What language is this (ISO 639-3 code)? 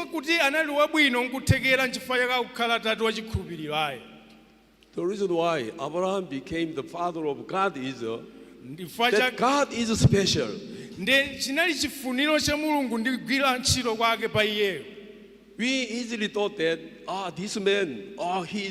nya